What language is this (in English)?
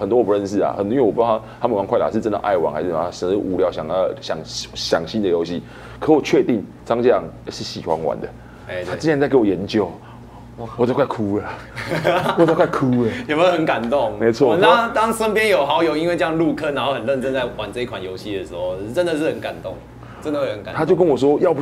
Chinese